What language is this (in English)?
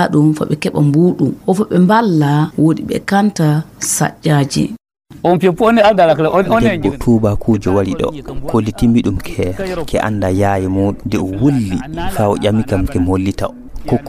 Fula